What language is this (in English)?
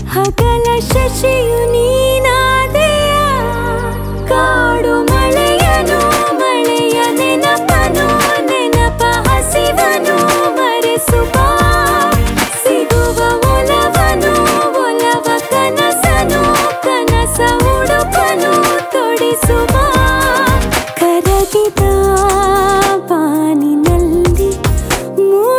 Kannada